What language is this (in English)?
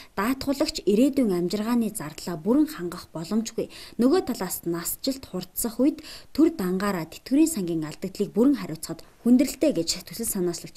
Mongolian